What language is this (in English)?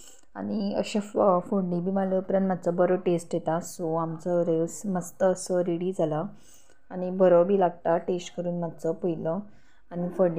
Konkani